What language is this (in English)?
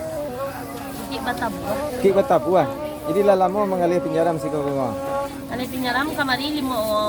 Minangkabau